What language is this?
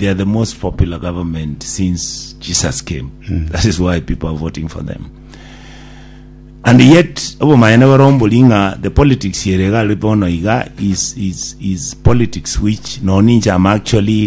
Gusii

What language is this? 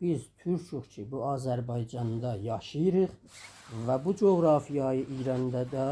South Azerbaijani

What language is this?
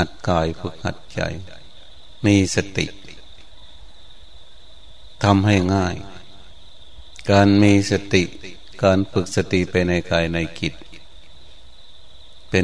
Thai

